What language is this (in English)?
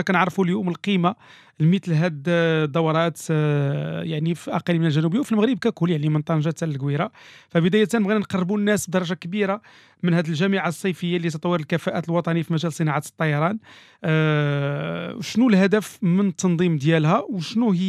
Moroccan Arabic